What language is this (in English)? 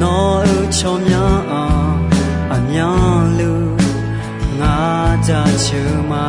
Akha